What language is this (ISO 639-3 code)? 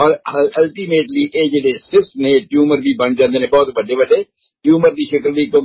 pan